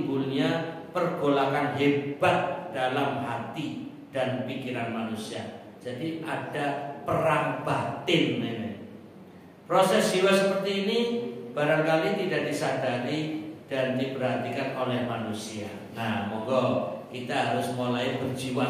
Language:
Indonesian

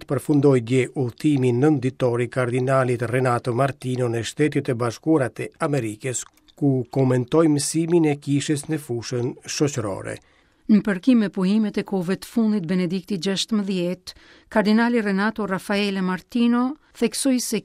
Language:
Albanian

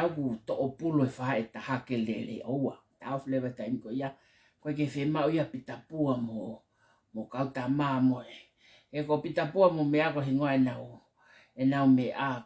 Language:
Tongan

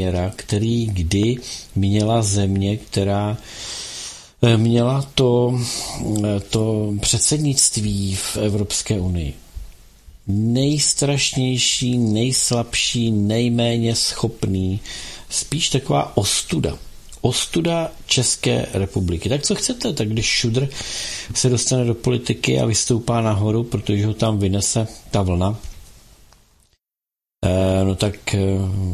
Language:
Czech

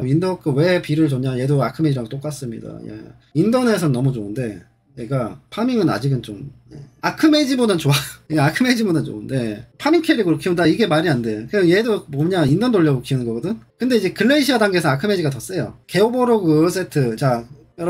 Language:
Korean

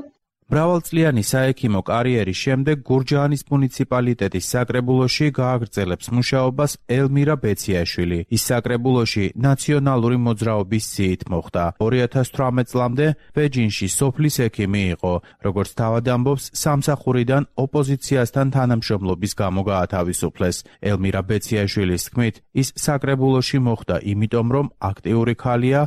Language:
Georgian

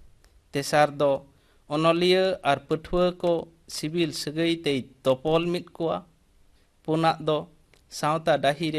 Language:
Santali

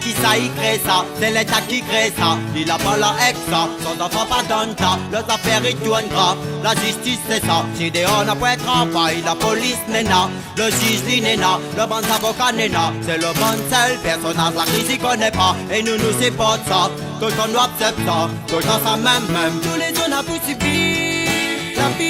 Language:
Réunion Creole French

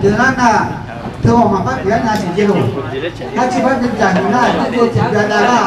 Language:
Akha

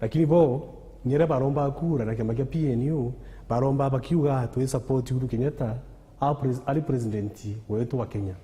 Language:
Meru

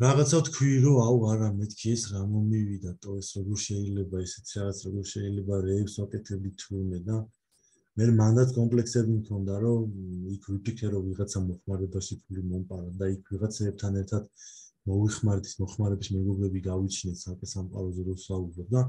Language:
Georgian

